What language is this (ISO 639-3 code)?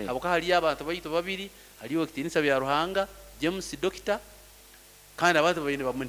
nyo